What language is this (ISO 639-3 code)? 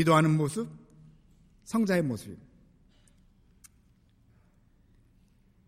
kor